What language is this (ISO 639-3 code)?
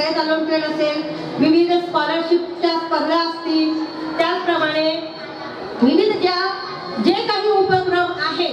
mar